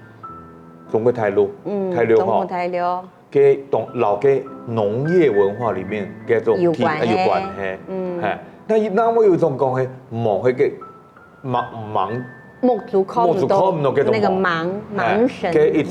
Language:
Hakka Chinese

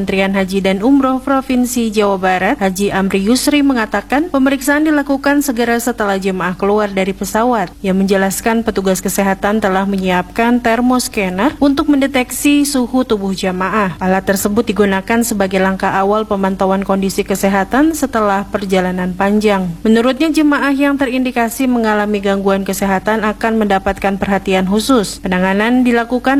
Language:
Indonesian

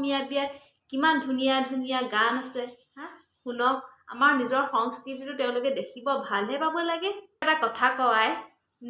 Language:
Assamese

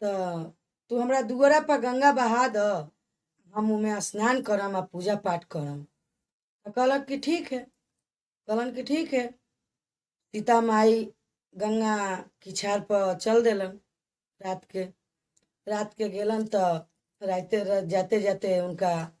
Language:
Bhojpuri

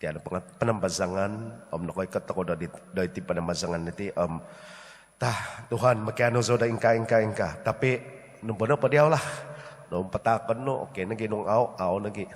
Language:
Central Dusun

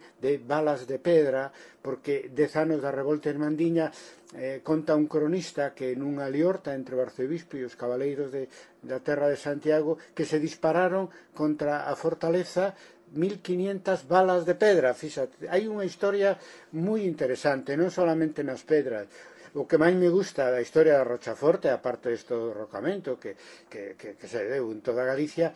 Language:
Galician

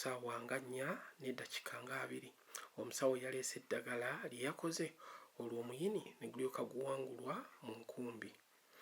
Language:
Ganda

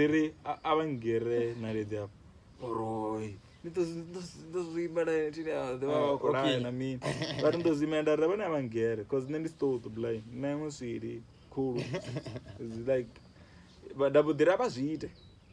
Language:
Venda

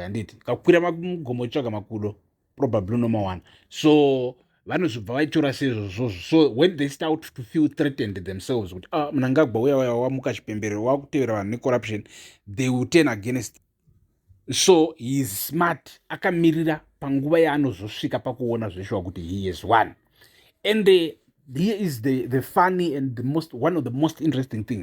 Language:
Shona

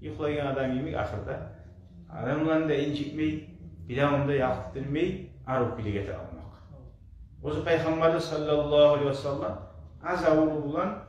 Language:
Kumyk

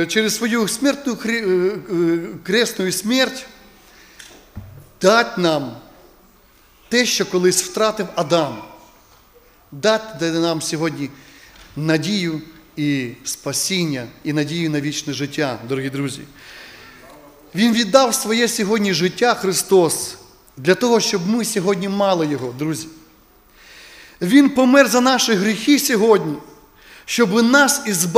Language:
Ukrainian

